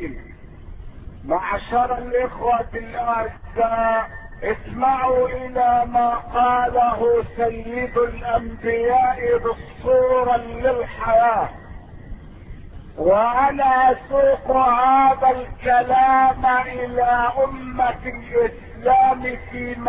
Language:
Arabic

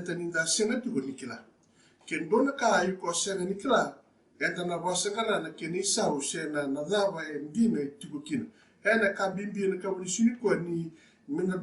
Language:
Fijian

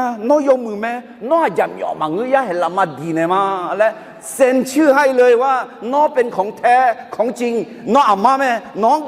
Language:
Akha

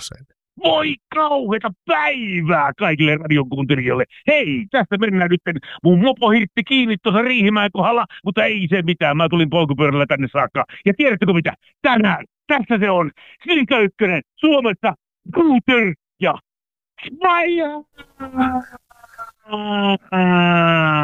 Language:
Finnish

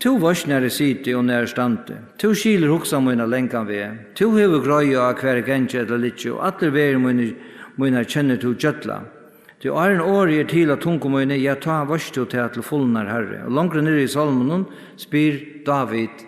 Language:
Faroese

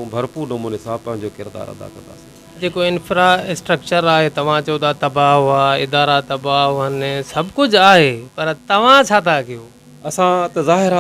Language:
Sindhi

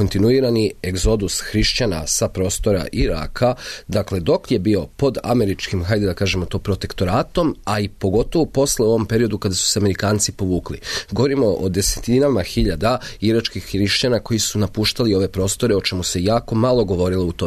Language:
Serbian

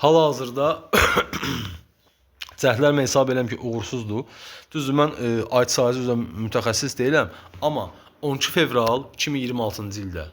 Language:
Azerbaijani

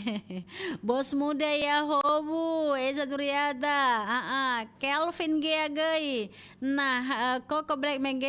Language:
Nias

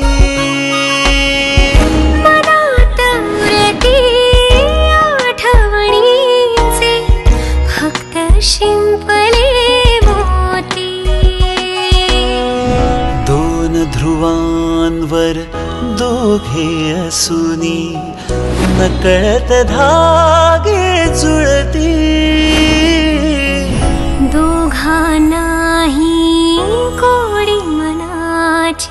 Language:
Marathi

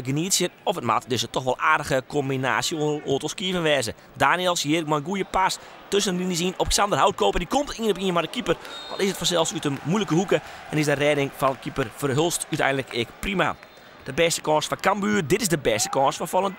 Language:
Western Frisian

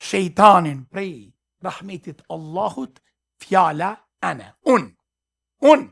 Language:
Albanian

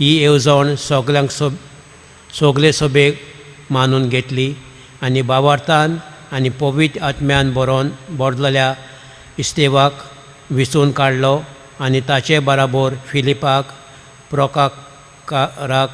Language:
Konkani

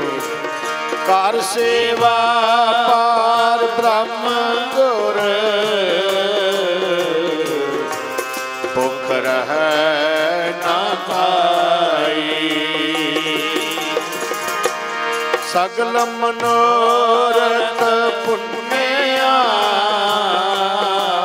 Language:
Punjabi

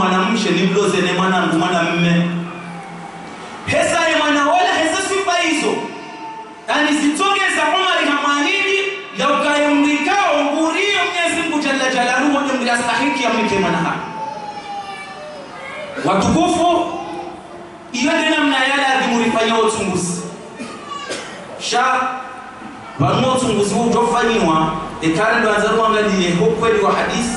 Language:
Swahili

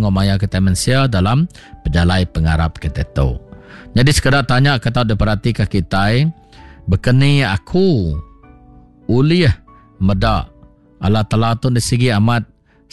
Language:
Iban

